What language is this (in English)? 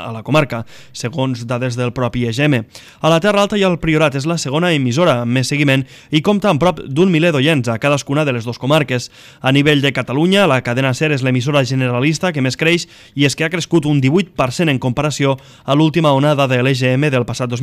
Catalan